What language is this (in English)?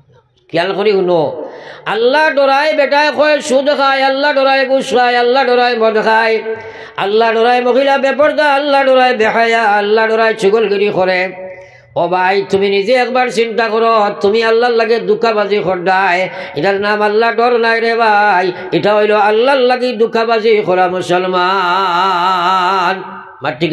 Sylheti